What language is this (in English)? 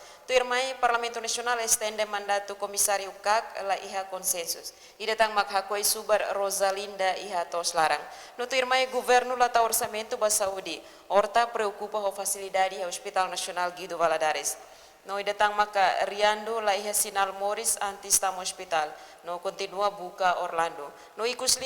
Tetum